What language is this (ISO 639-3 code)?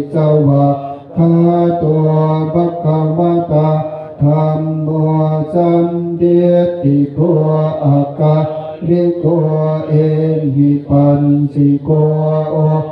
pli